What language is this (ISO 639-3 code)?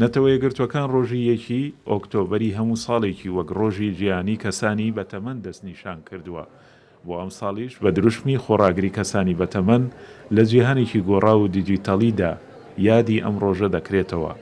ckb